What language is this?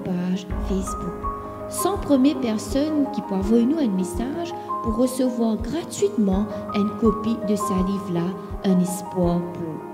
Morisyen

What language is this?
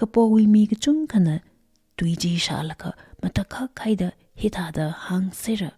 Tangkhul Naga (India)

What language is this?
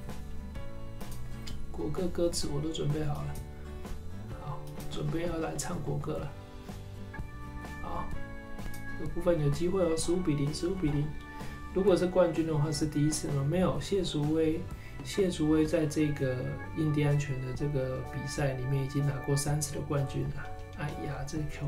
Chinese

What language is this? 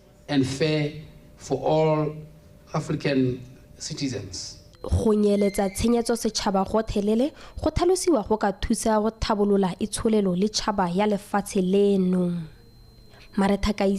Tswana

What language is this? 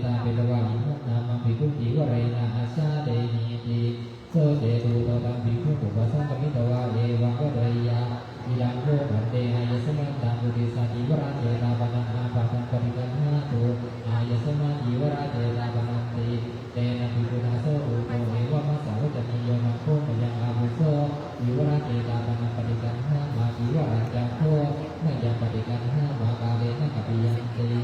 Pali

